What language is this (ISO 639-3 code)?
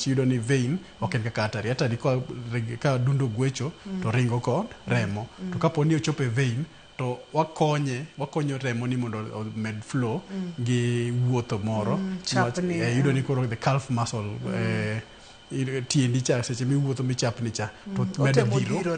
luo